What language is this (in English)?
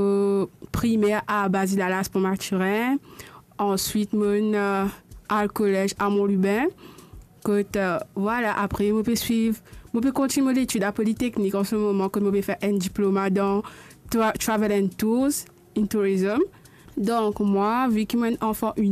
Morisyen